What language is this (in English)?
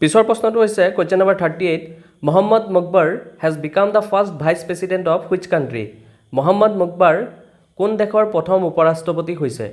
Assamese